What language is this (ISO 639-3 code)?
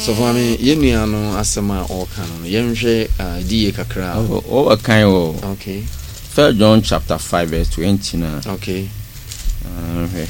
aka